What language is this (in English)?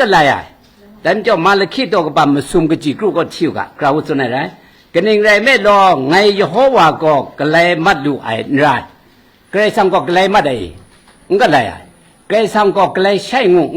Kachin